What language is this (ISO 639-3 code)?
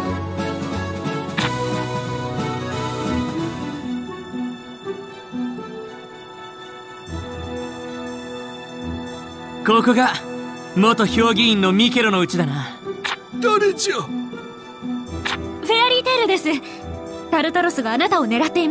jpn